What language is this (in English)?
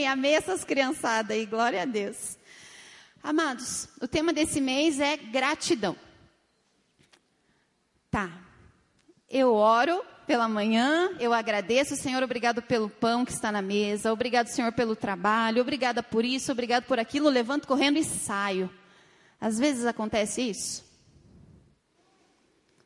Portuguese